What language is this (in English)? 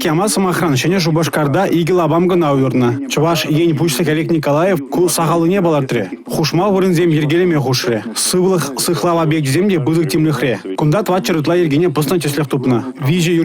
Chuvash